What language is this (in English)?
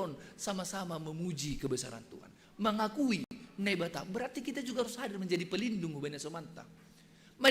Batak Simalungun